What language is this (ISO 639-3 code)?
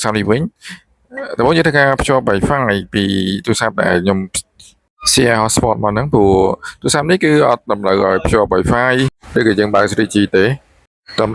khm